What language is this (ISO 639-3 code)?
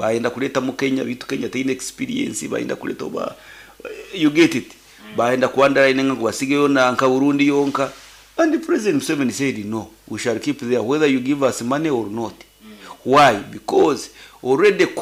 nyn